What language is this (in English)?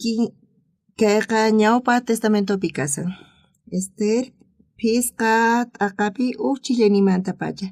South Bolivian Quechua